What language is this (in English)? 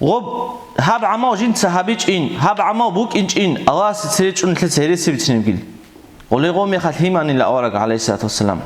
Avaric